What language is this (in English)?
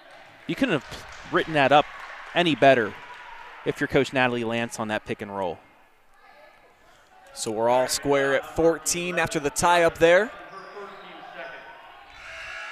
English